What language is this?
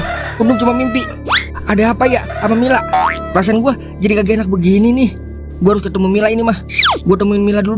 Betawi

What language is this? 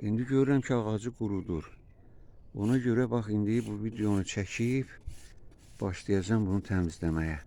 Azerbaijani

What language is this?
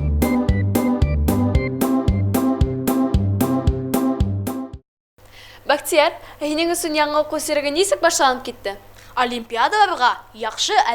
Bashkir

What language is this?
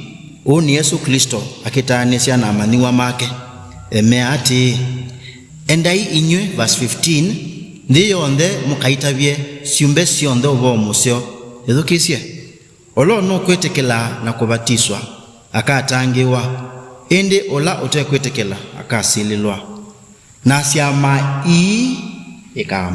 Kamba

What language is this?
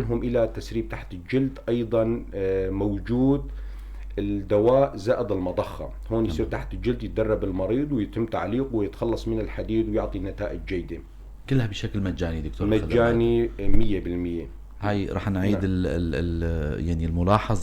North Levantine Arabic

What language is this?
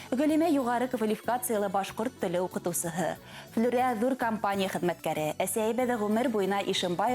Bashkir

